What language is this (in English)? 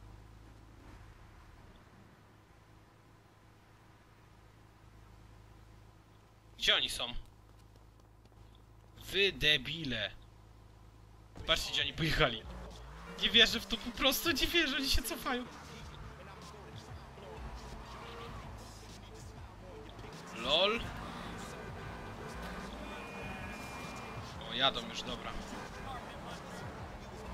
Polish